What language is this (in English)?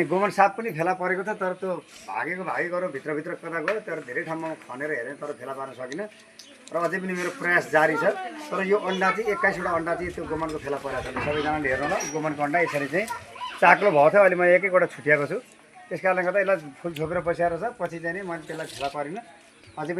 Nepali